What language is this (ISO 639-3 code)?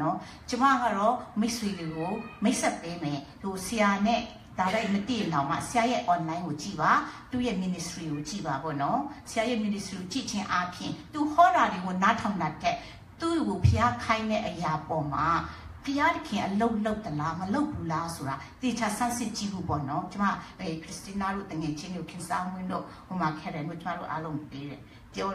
mya